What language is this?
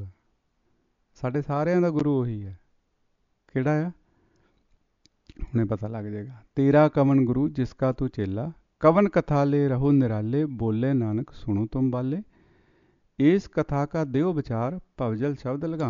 Punjabi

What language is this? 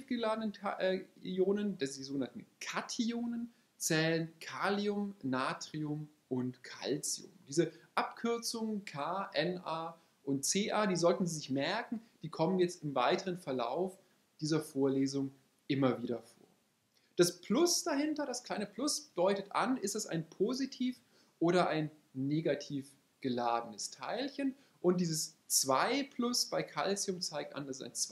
German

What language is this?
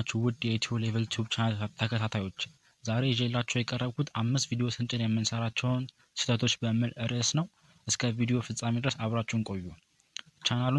Amharic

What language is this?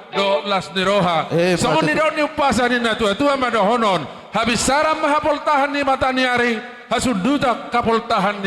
Batak Toba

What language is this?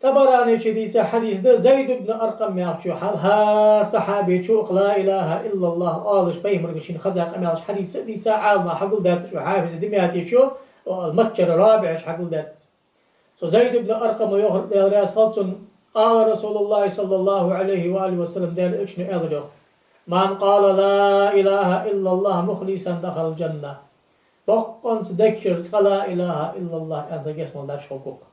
Ingush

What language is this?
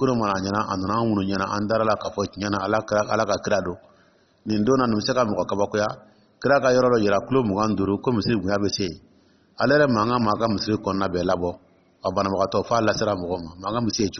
Dyula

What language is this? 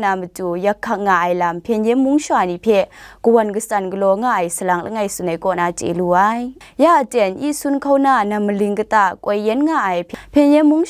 Kachin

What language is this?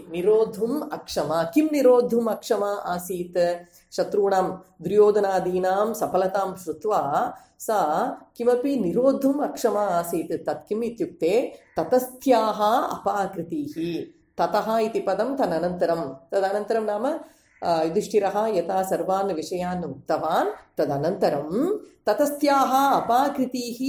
Sanskrit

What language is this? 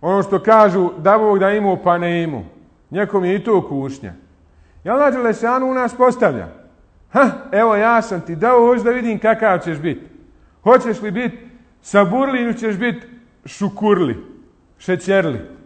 Bosnian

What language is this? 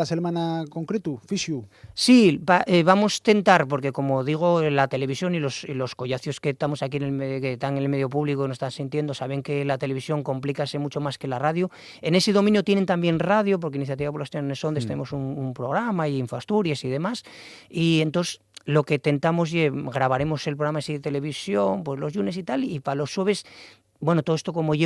Asturian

